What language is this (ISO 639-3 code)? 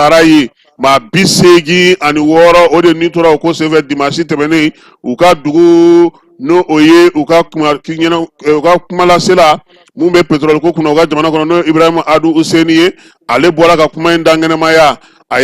bam